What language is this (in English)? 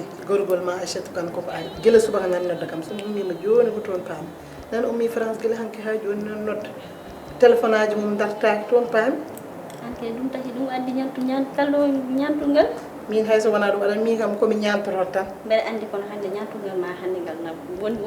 Fula